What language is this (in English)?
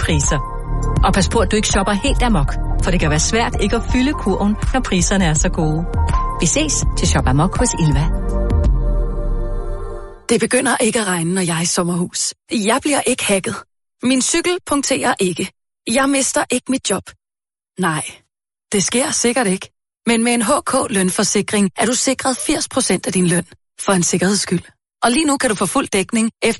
Danish